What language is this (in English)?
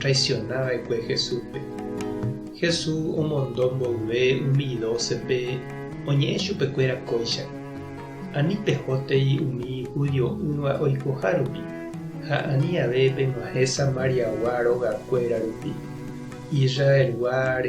Guarani